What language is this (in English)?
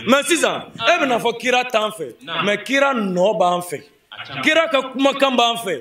Bambara